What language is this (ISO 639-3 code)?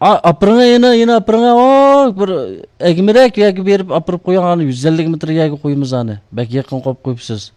uig